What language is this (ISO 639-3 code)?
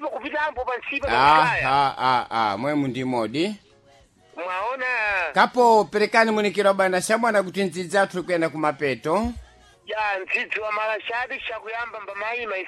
seh